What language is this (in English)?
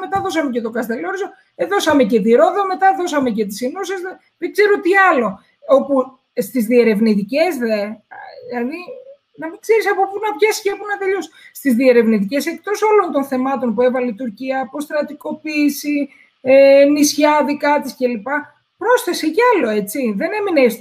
Greek